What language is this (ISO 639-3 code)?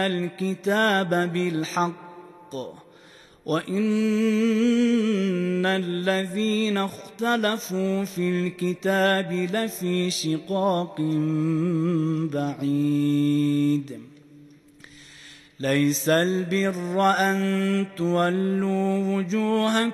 ara